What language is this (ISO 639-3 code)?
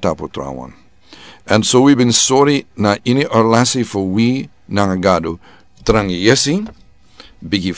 srn